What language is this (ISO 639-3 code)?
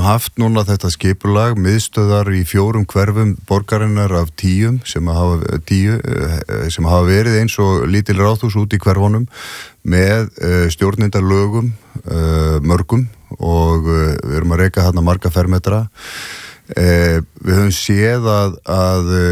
isl